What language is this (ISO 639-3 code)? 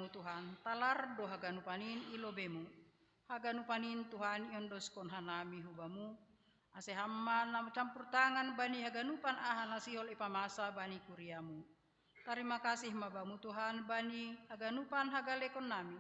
bts